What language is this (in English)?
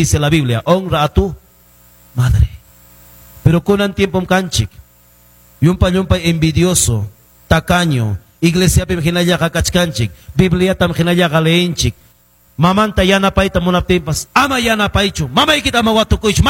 Ayacucho Quechua